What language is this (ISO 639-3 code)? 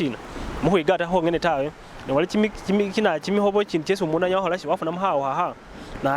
myx